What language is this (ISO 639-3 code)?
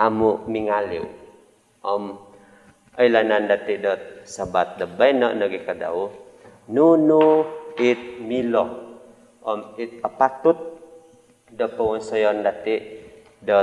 dtp